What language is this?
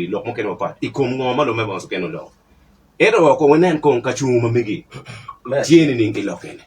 Acoli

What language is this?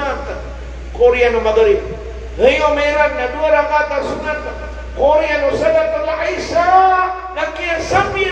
Maranao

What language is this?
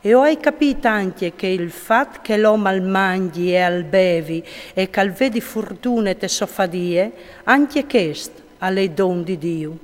Friulian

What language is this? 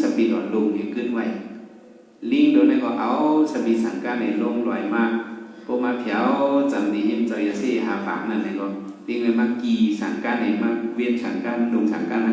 Shan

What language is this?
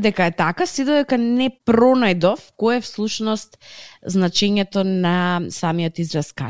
Macedonian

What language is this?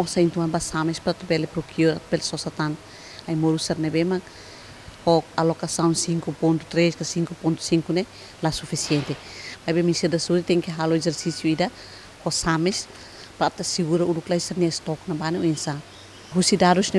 Tetum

